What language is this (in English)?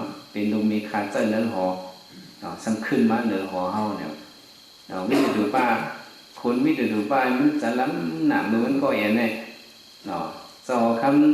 Shan